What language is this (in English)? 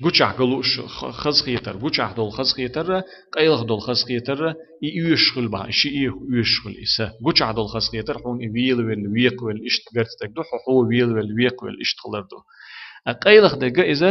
Chechen